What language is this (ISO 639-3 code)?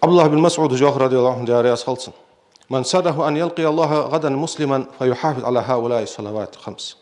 inh